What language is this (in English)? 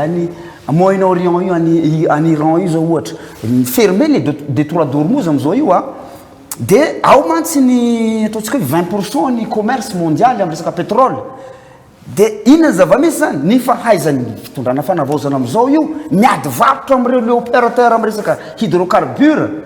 Malagasy